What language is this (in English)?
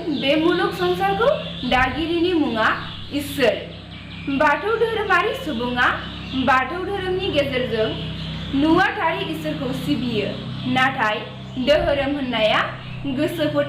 Bodo